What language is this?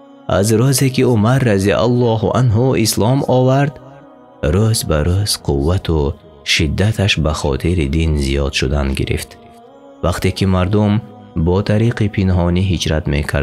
Tajik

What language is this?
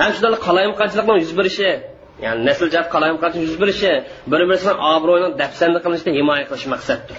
Uyghur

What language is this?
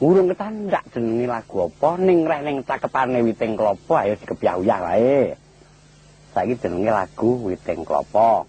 Javanese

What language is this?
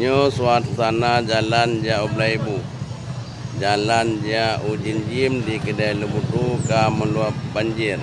Achinese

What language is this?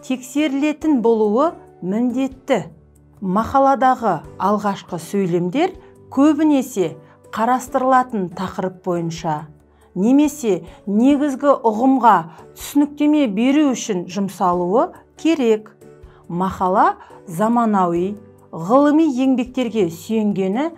Kazakh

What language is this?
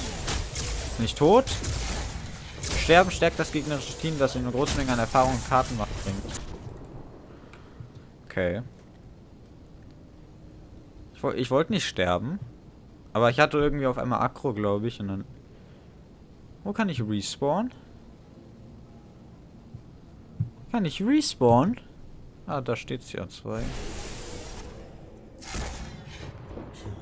German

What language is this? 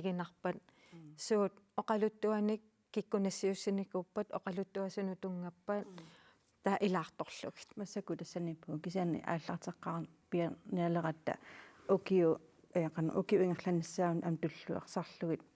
Kalaallisut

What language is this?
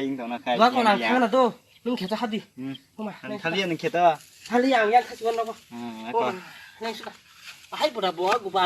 Kok Borok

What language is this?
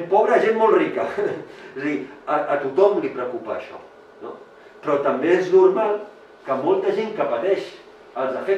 Catalan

